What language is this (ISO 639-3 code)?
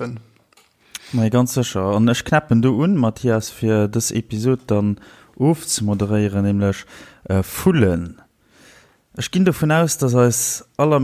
ltz